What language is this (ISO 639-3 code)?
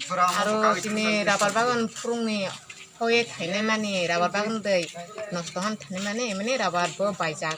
trp